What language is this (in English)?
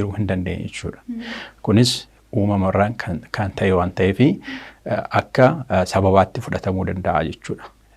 Oromo